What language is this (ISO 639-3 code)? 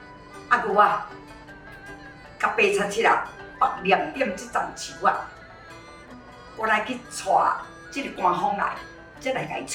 nan